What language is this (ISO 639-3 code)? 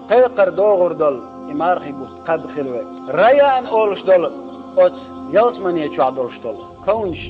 che